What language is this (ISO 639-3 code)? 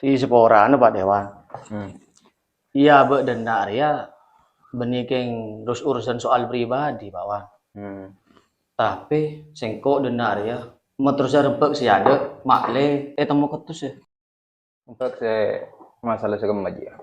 mad